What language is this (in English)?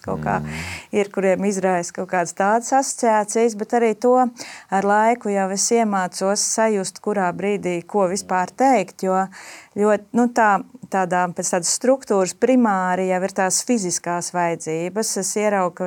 Latvian